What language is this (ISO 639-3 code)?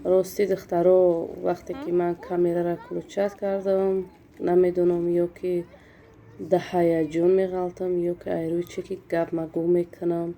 tgk